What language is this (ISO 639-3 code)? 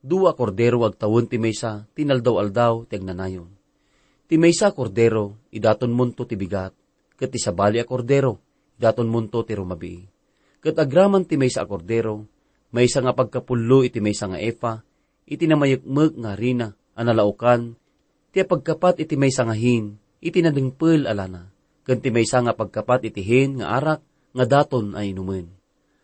ilo